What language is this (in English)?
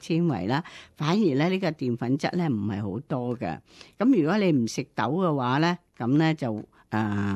Cantonese